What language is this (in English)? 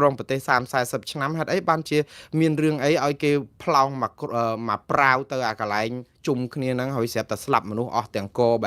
Khmer